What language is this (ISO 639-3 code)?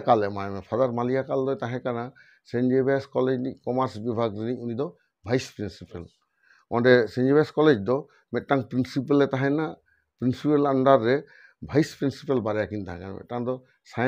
sat